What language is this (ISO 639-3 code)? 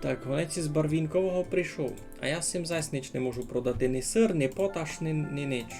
rue